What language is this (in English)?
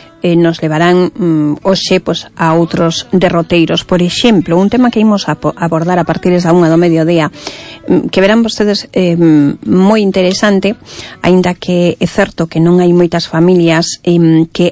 Galician